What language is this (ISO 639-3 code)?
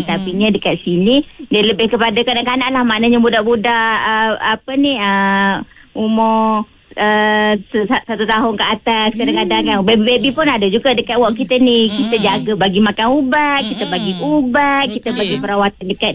msa